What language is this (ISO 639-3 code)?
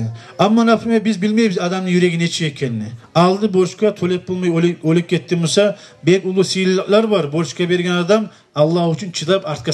kum